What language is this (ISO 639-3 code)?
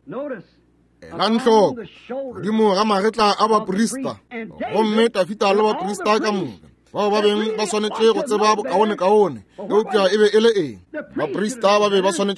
nso